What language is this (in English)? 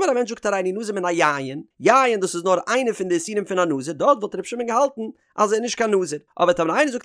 Yiddish